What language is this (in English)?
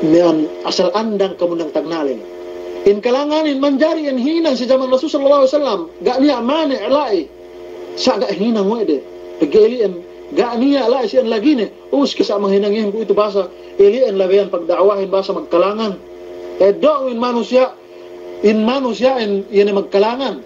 Yakan